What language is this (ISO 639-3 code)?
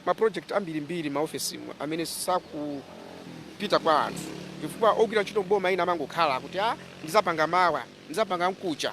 nya